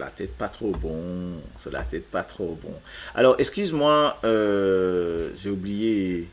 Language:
Morisyen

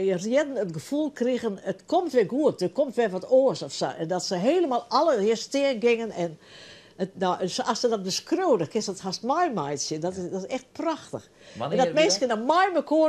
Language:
Western Frisian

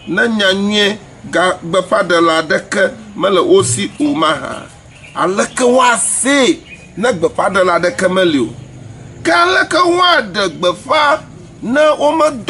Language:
Ewe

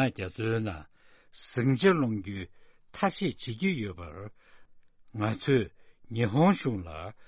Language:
Tibetan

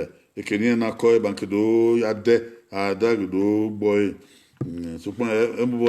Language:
Bini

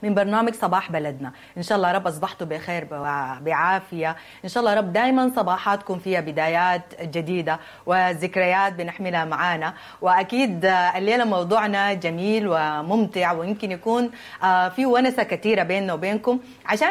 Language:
Sudanese Arabic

